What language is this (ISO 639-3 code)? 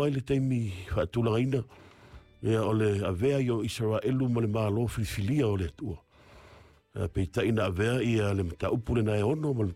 smo